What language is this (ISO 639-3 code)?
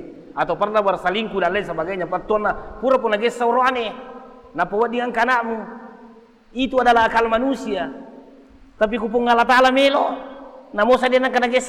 bug